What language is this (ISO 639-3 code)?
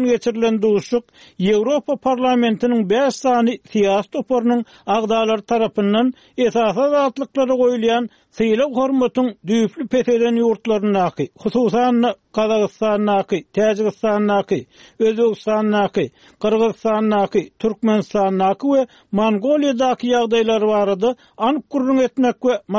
tuk